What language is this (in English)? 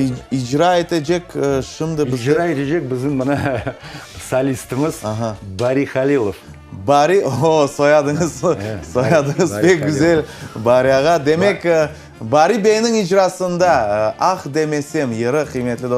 Crimean Tatar